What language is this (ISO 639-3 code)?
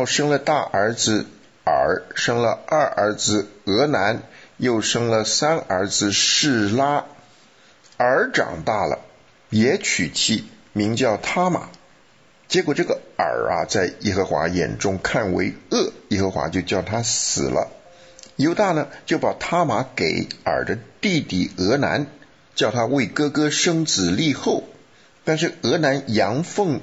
zho